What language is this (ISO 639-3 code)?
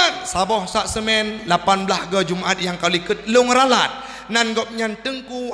ace